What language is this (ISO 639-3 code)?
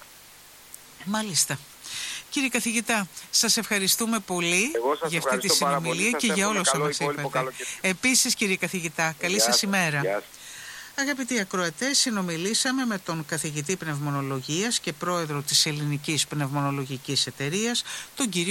ell